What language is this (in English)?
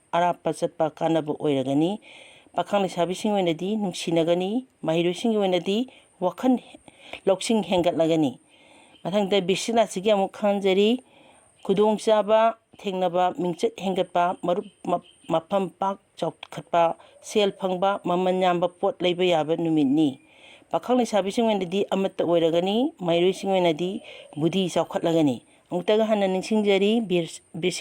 Manipuri